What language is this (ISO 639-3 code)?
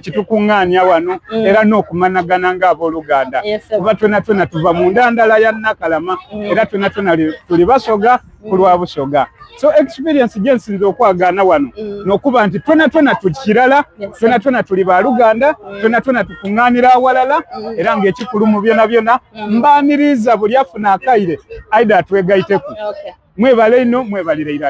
xog